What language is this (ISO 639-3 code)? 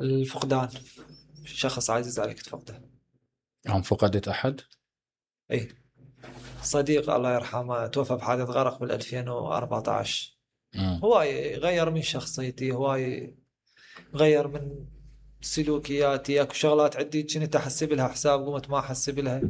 acm